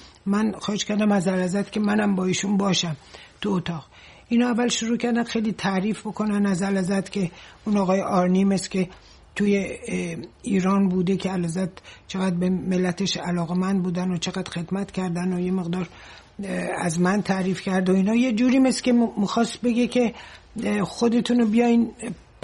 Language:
Persian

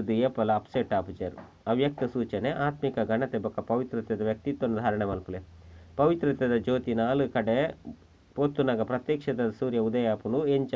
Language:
Tulu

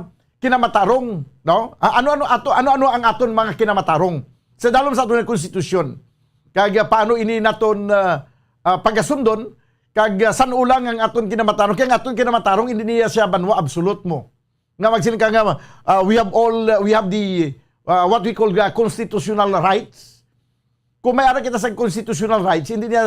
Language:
Hiligaynon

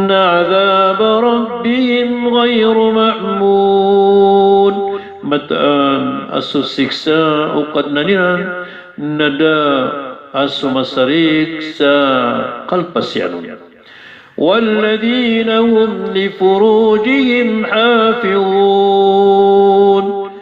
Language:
Maranao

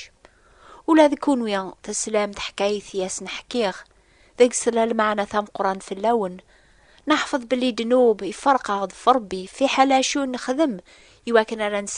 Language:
Kabyle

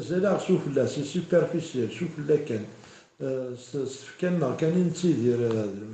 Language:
Kabyle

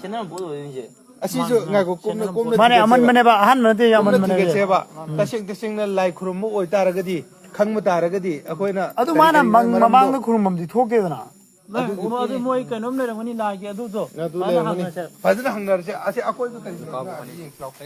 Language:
Manipuri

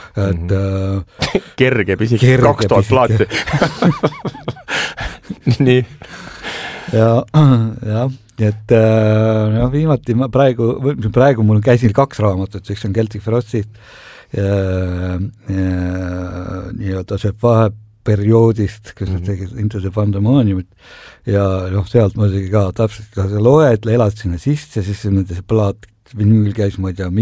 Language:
Estonian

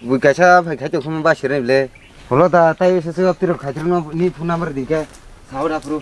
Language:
Kok Borok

